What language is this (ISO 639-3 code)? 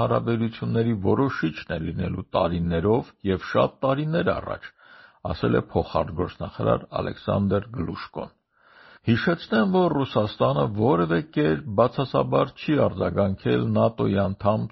hye